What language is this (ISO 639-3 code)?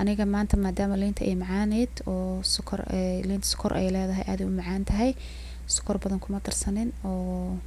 som